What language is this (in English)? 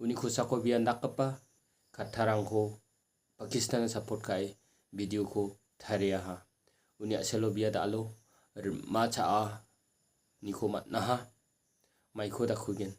Garo